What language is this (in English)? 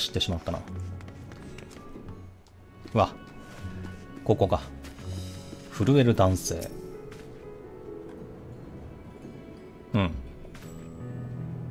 Japanese